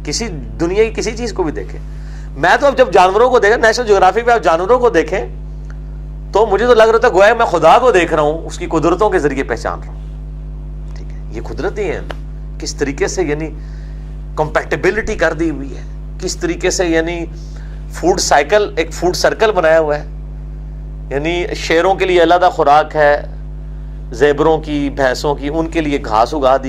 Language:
Urdu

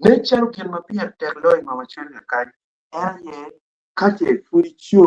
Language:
Acoli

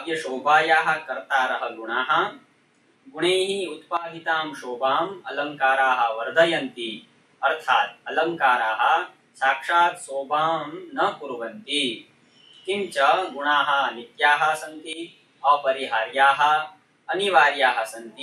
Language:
Sanskrit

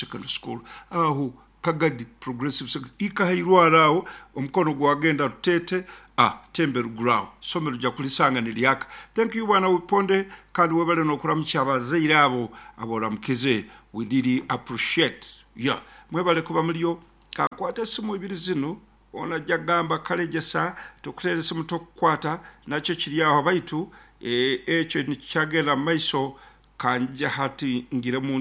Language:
Nyoro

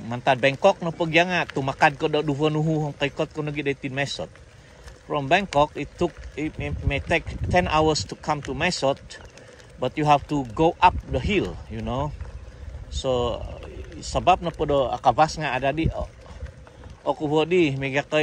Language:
Central Dusun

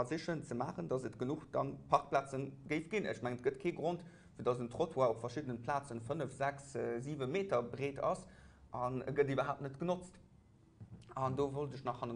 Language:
Luxembourgish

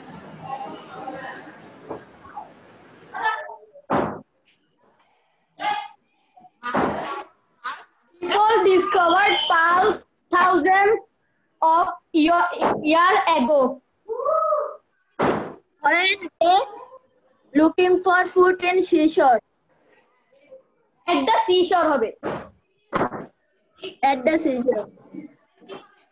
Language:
Bangla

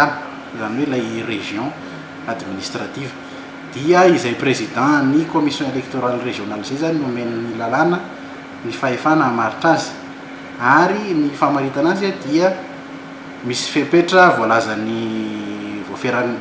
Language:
Malagasy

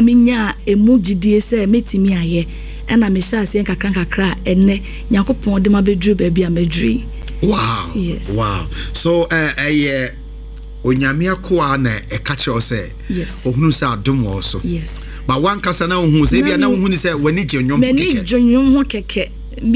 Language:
Akan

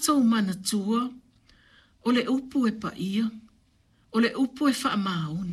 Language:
Samoan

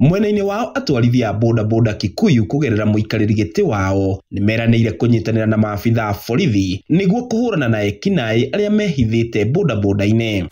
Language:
Kikuyu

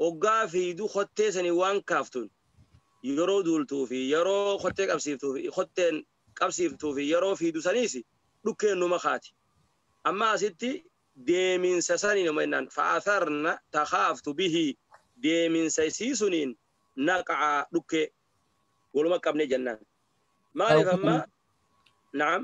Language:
Oromo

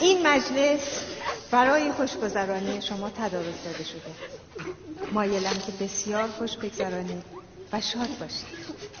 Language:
Tajik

